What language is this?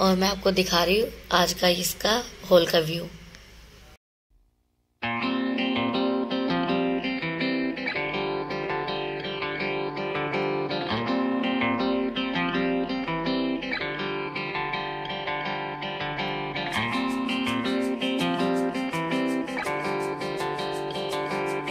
Hindi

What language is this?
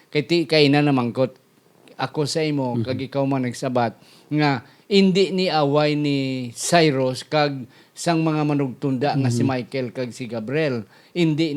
Hiligaynon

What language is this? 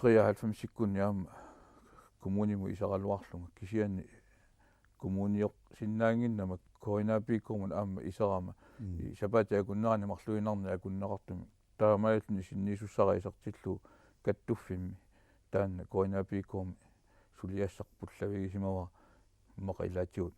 Kalaallisut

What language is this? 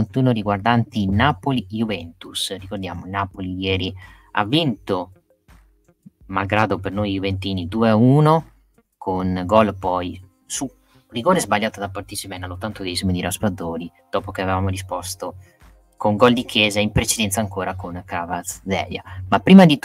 Italian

